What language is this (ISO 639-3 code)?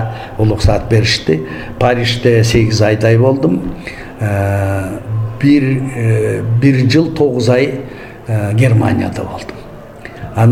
kir